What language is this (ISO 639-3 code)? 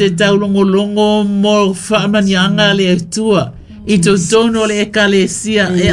smo